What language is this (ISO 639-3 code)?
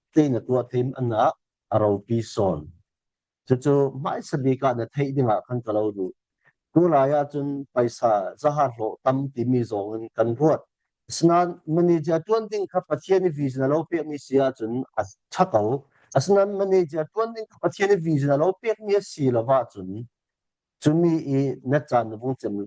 cfm